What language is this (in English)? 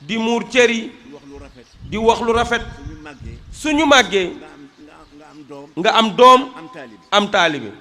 Wolof